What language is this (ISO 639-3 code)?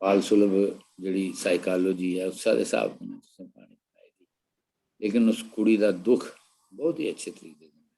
doi